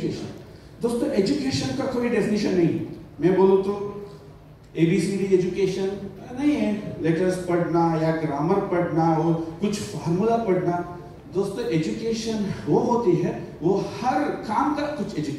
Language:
Hindi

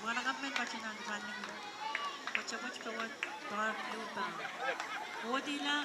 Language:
Pohnpeian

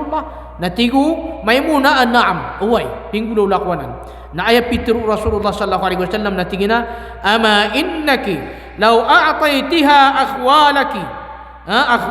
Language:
Maranao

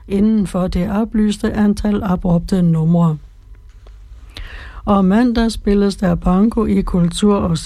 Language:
Danish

